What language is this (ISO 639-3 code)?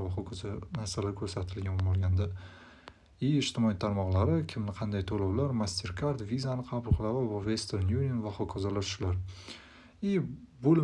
uzb